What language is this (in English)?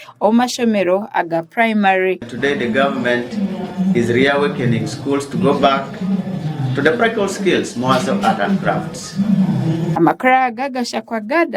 Nyankole